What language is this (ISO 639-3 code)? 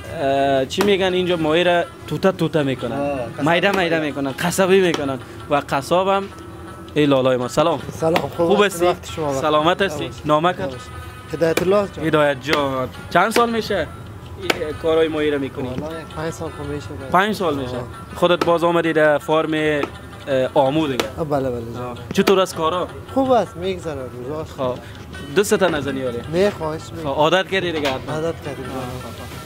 fas